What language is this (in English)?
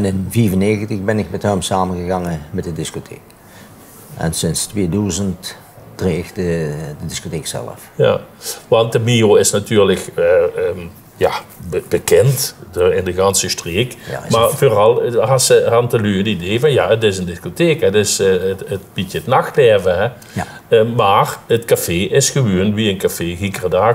Limburgish